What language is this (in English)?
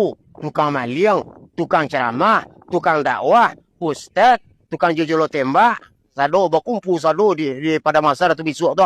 Minangkabau